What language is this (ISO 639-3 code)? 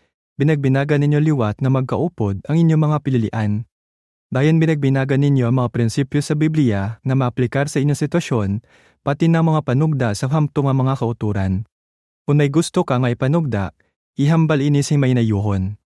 hil